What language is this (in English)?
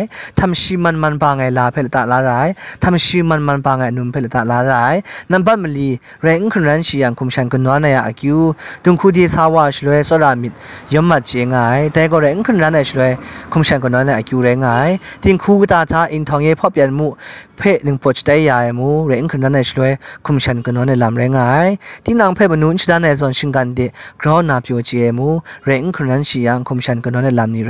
Kachin